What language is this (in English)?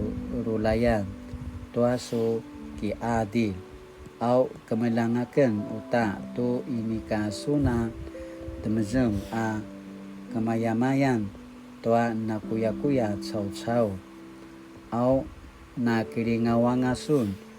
Paiwan